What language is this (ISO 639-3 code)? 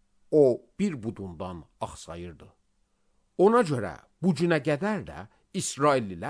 aze